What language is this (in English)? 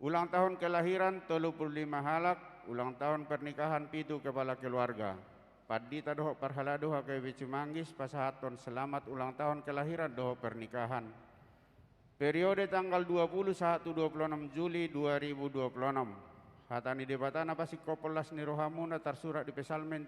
Batak Toba